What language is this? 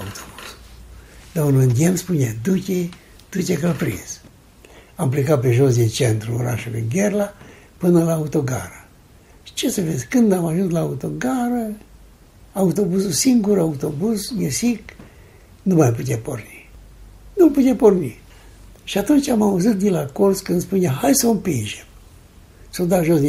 Romanian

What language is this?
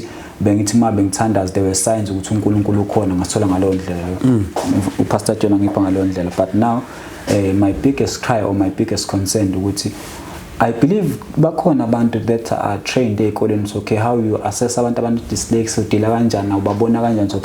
Zulu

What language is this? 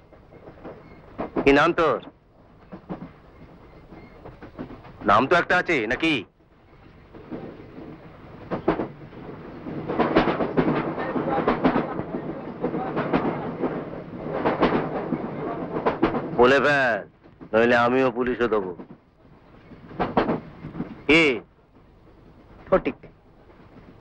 Bangla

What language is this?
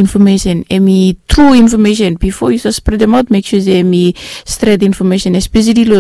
Bislama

